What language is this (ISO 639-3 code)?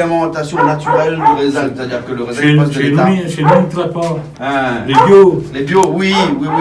rcf